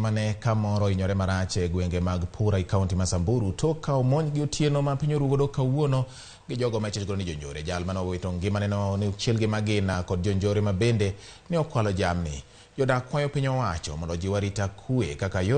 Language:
Luo (Kenya and Tanzania)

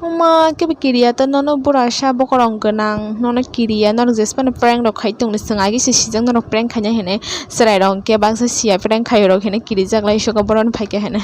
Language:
Kok Borok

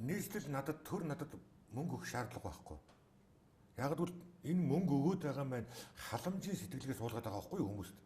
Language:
Mongolian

